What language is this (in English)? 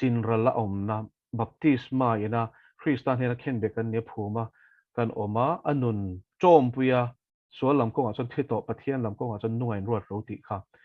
Mizo